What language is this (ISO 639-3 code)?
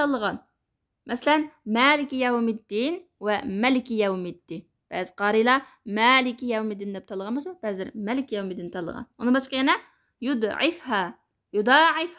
uig